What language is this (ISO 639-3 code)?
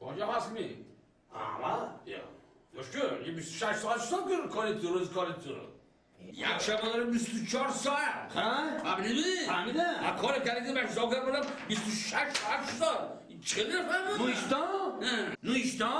tgk